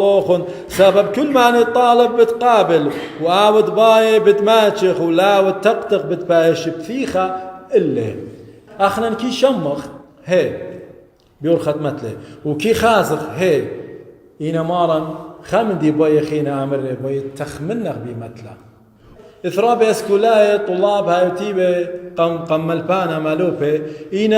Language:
Assyrian Neo-Aramaic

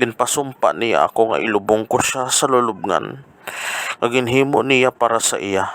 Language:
Hiligaynon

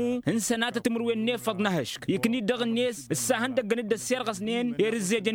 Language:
Tamasheq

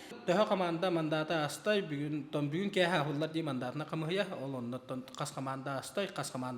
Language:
Yakut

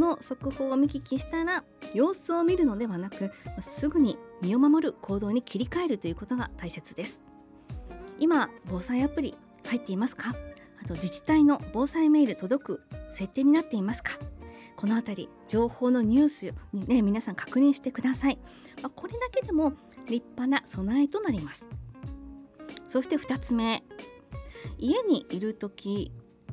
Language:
Japanese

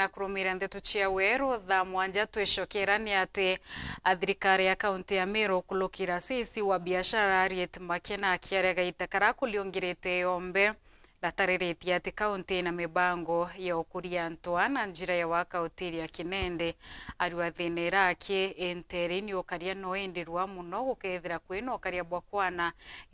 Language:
Meru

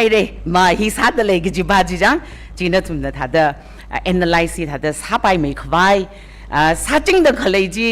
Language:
Tangkhul Naga (India)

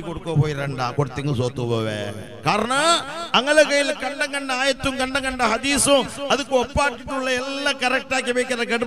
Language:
Malayalam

